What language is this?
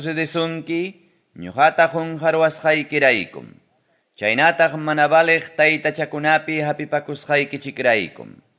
Ayacucho Quechua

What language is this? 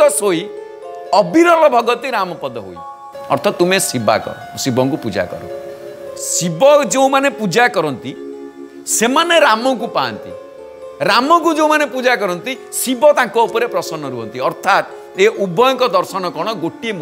Odia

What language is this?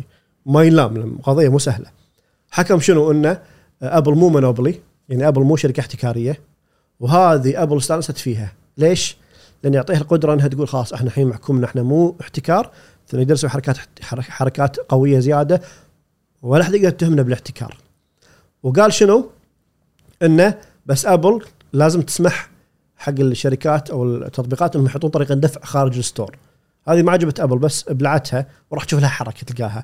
Gulf Arabic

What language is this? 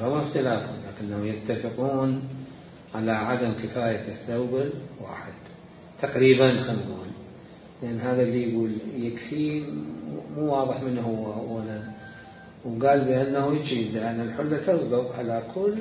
Mesopotamian Arabic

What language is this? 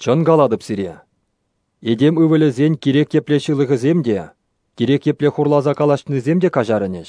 Chuvash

